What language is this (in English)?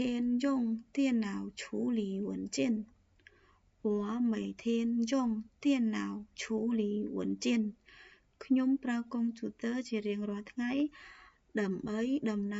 Khmer